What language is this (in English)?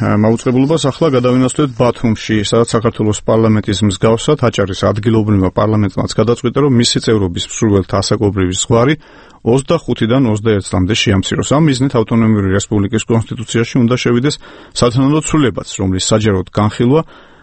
Georgian